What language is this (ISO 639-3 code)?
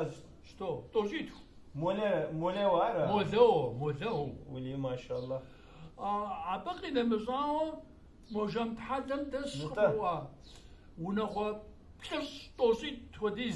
kbd